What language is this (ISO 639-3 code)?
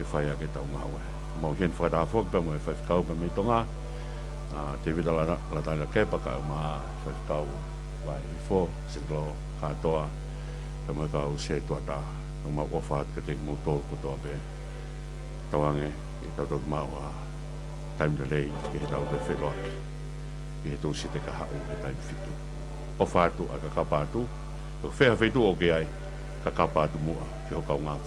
ton